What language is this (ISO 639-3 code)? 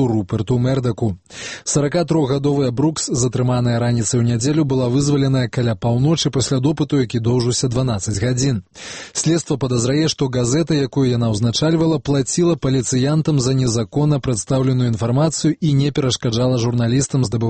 bel